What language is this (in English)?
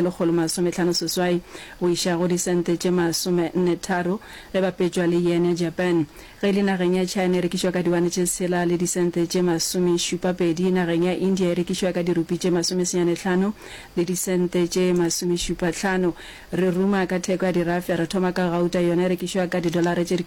Northern Sotho